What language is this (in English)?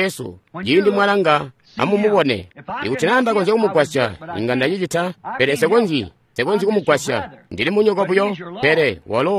Tonga (Zambia)